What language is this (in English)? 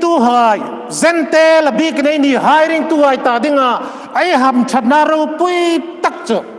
Hmar